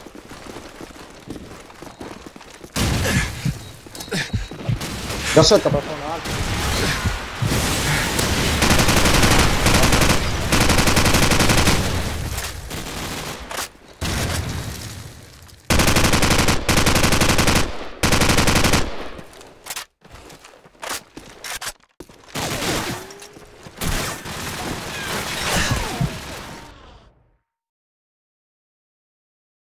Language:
Russian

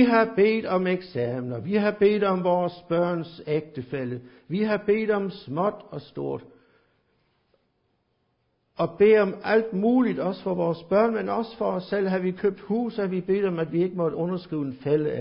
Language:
Danish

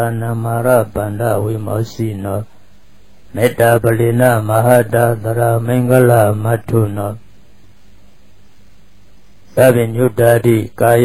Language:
Burmese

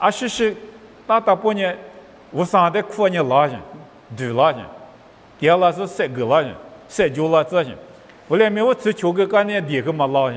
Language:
Lisu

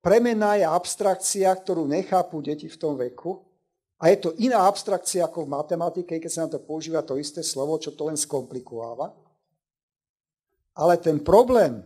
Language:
Slovak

